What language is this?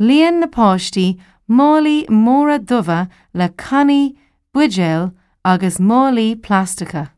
Irish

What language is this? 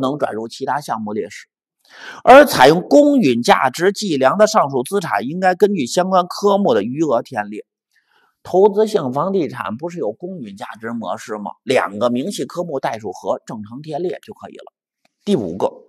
Chinese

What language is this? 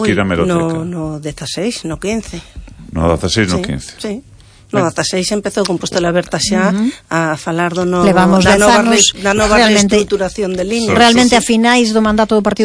Galician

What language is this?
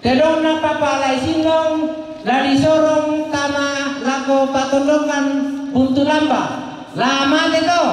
Toraja-Sa'dan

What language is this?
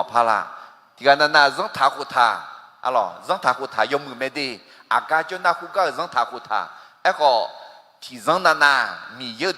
Akha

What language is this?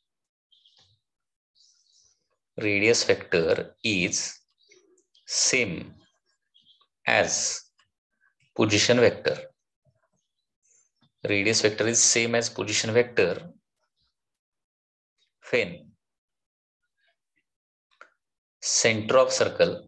Marathi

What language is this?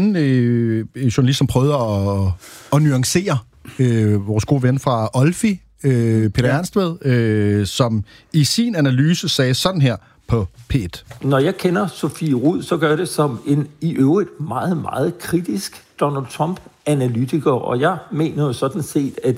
Danish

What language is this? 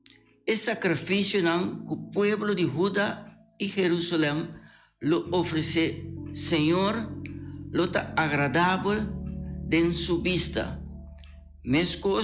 Papiamento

